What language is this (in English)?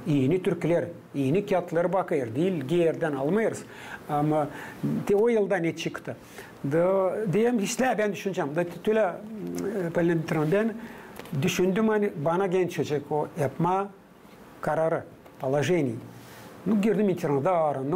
Gagauz